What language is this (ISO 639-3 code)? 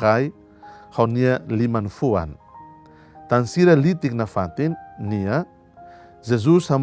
tet